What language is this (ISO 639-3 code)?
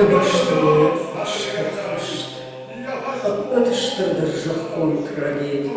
oss